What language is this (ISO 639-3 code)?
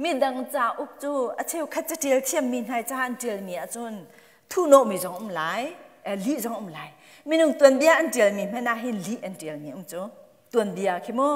cnh